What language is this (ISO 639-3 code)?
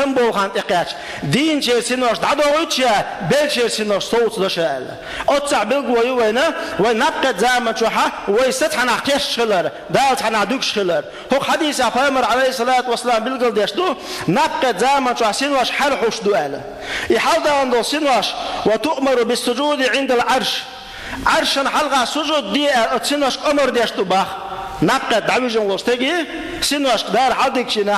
che